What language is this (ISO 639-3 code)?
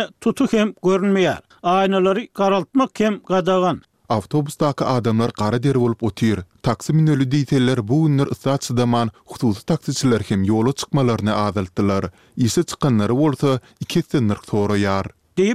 tuk